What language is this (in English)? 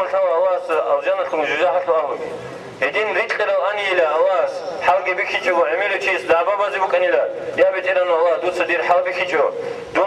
Avaric